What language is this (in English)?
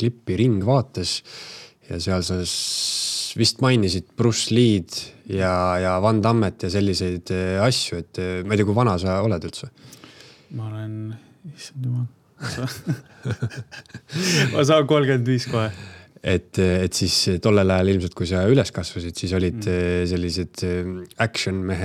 Estonian